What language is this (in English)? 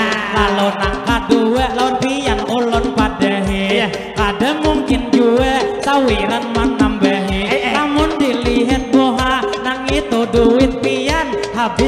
Banjar